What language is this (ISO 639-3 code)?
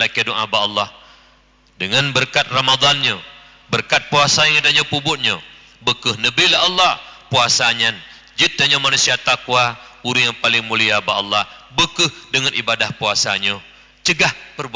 ace